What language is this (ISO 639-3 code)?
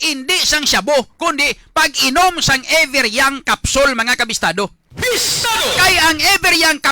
hil